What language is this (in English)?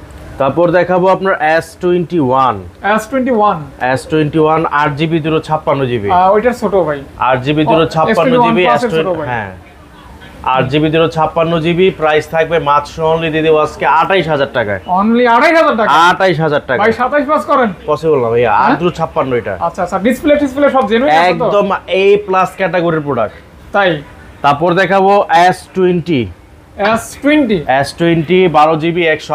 Bangla